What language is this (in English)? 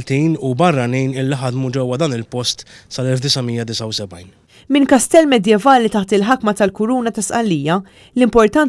Maltese